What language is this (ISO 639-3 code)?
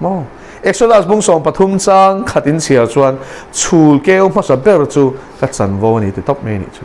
lus